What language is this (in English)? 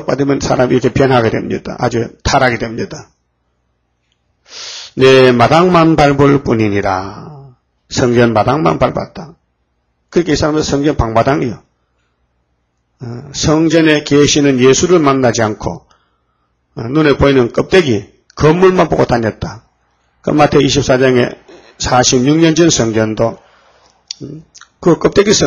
Korean